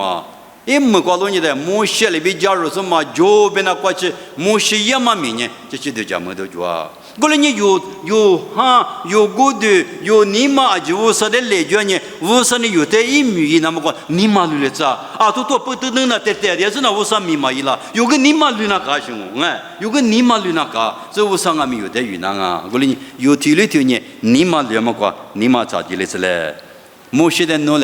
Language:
Lisu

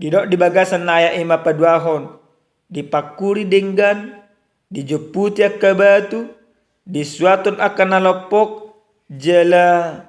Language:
Batak Toba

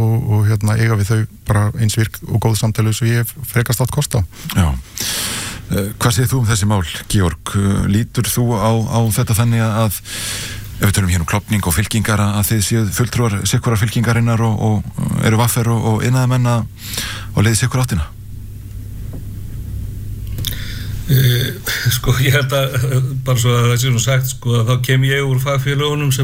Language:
Icelandic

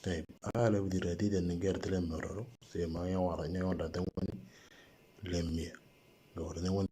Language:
Moro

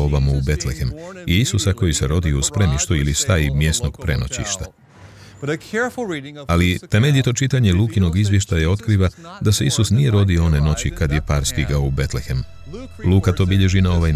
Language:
Croatian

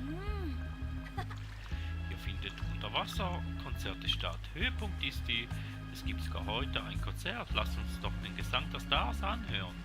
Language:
Swiss German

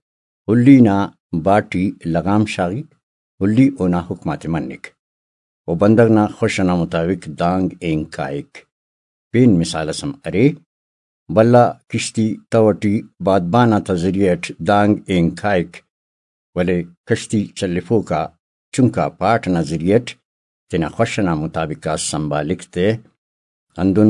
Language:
Brahui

